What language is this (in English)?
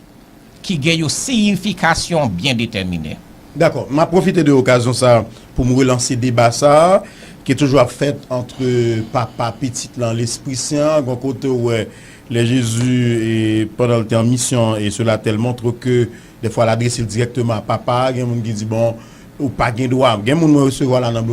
Haitian Creole